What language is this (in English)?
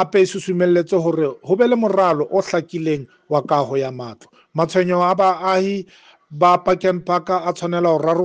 Southern Sotho